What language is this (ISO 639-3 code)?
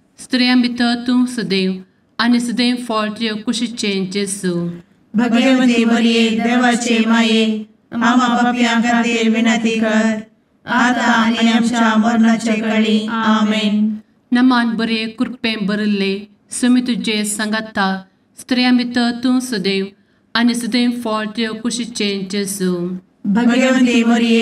kok